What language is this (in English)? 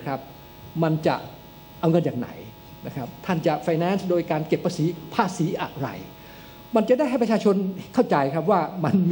Thai